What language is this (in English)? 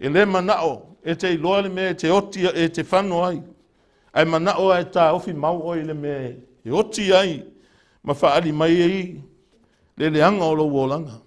Samoan